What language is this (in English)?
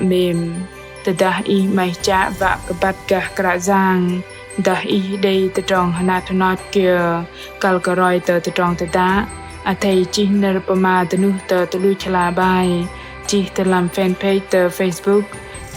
Bahnar